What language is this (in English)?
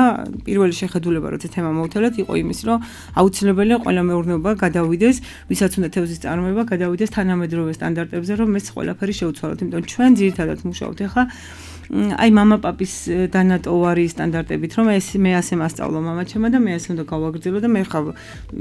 Georgian